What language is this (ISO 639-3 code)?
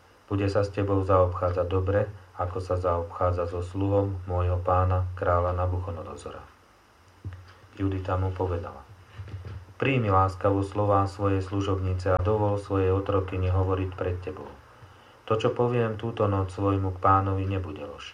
slk